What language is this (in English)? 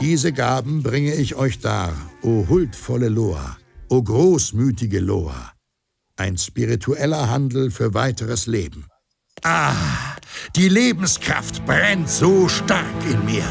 Bavarian